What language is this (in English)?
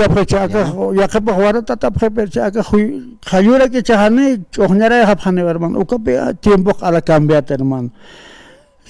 Aymara